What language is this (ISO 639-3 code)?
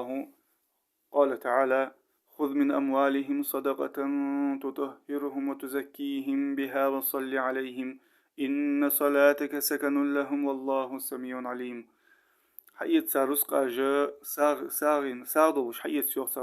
inh